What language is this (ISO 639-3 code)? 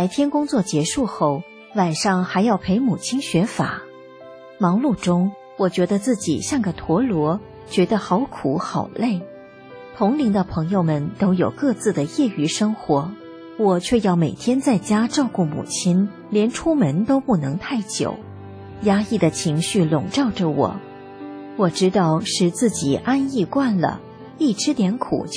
zho